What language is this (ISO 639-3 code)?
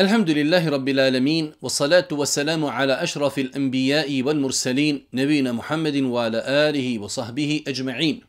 bos